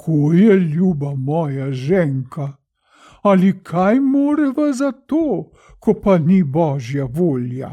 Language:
Slovenian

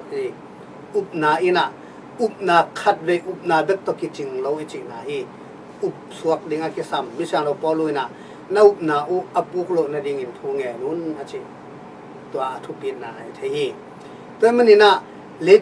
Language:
Tedim Chin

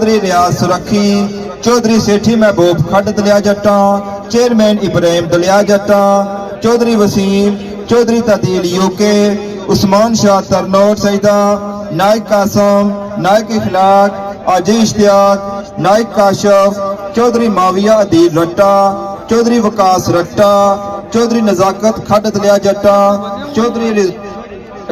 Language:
Pahari-Potwari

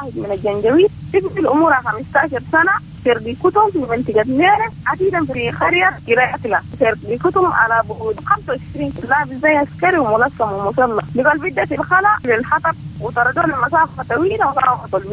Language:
Sudanese Arabic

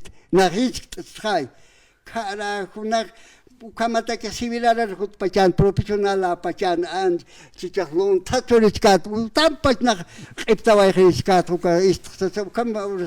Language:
Aymara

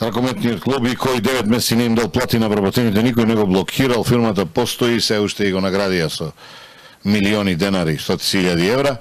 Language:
Macedonian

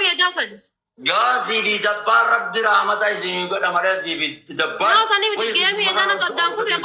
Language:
Oromo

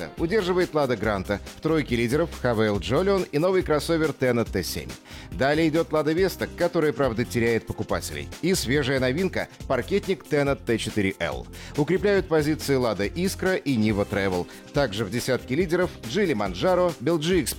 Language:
Russian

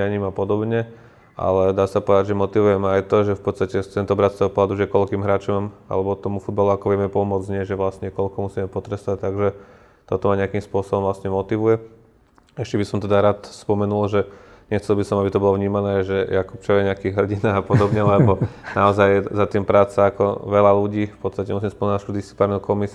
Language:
Slovak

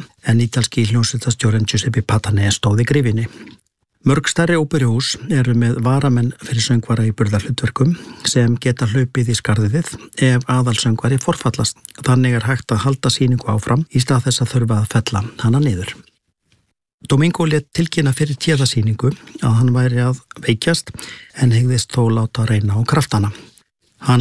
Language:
Icelandic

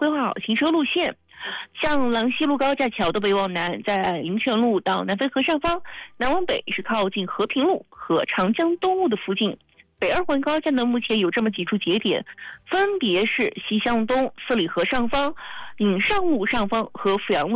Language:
Chinese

